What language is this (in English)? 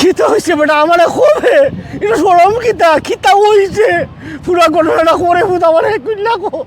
Sylheti